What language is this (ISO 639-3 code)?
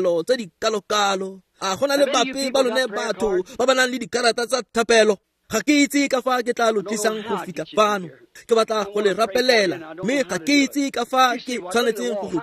tsn